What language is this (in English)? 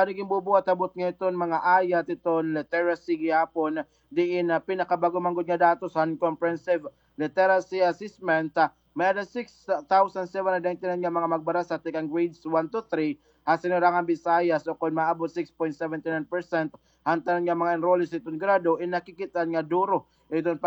Waray